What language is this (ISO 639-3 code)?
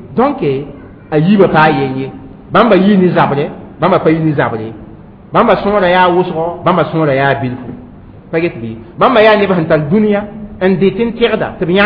mos